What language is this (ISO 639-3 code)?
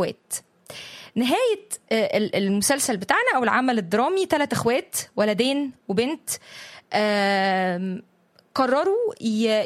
arz